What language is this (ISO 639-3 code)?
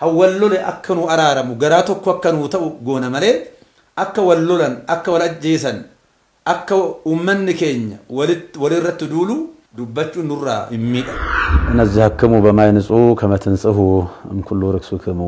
orm